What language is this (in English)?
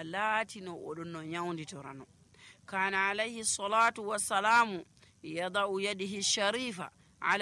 Nigerian Fulfulde